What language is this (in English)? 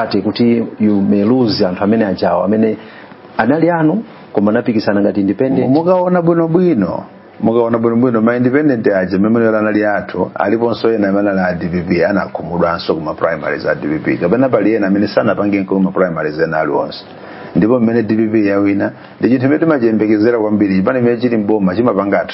Nyanja